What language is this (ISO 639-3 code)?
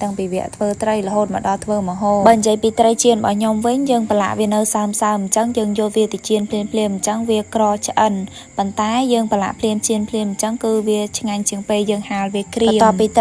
khm